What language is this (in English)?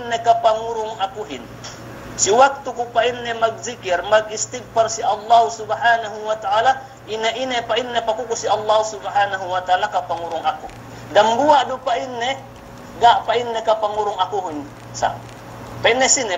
Yakan